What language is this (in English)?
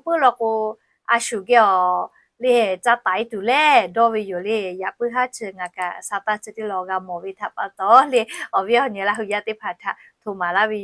Lahu